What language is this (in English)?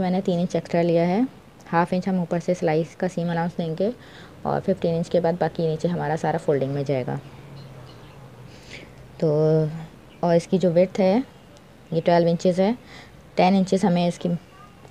Hindi